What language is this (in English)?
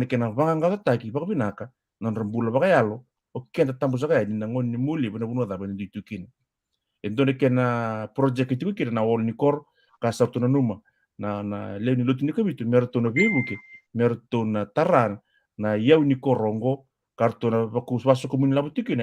Fijian